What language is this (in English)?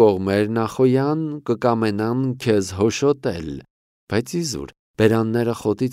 Armenian